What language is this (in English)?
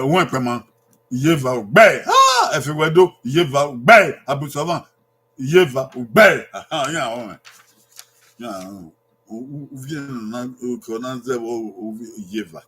Bini